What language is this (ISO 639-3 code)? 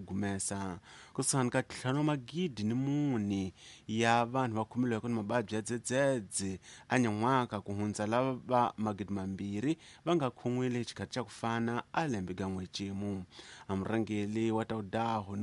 tso